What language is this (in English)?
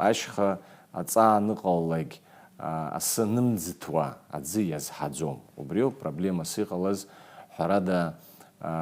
Abkhazian